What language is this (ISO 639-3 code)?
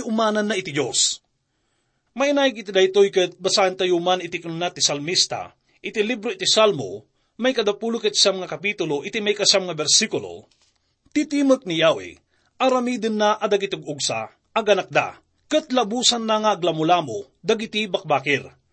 ilo